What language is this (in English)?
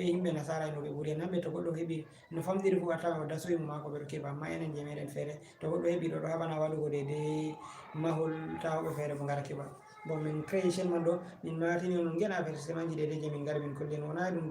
Fula